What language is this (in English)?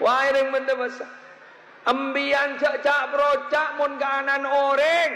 Madurese